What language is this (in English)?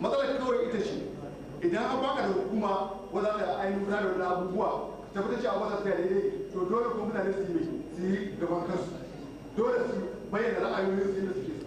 Hausa